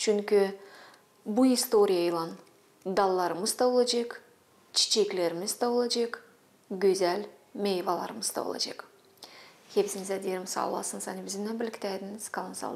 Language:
Gagauz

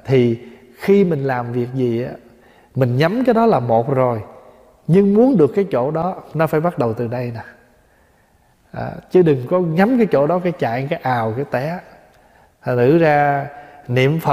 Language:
Vietnamese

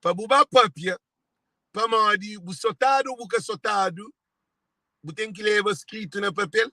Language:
Kabuverdianu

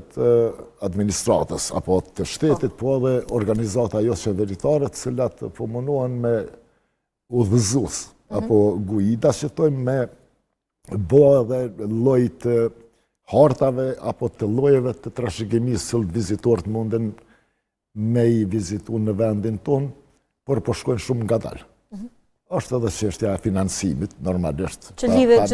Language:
Albanian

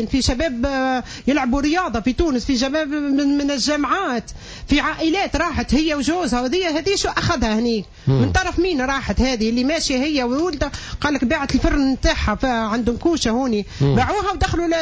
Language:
Tunisian Arabic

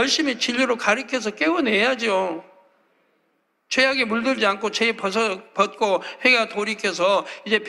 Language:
Korean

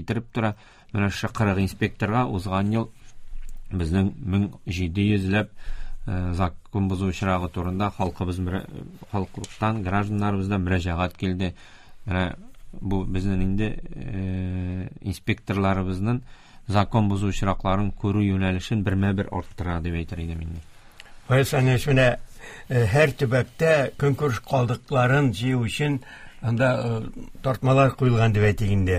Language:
Tatar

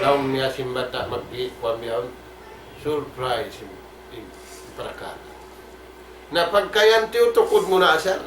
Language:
Tausug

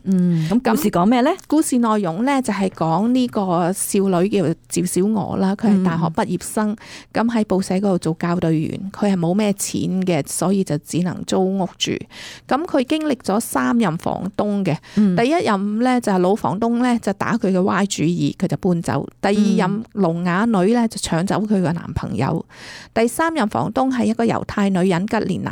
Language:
Cantonese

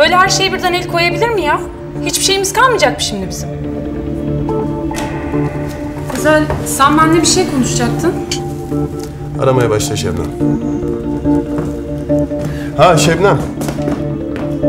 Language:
Turkish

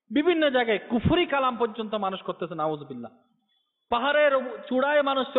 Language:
Bangla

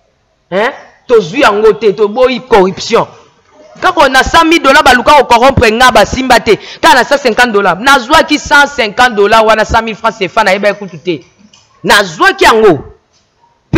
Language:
Lingala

